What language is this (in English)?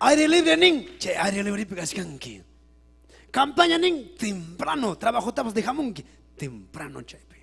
Ayacucho Quechua